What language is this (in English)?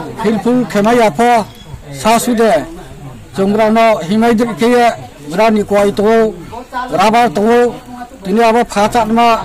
Riang (India)